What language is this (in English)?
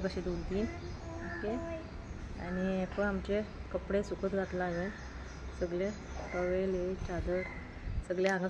Konkani